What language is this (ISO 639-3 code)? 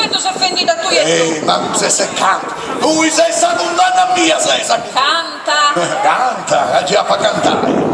srd